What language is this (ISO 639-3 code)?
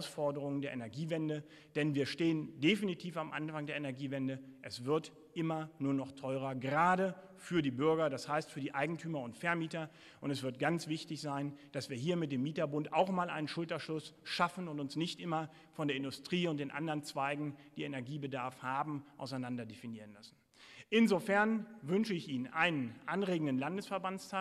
deu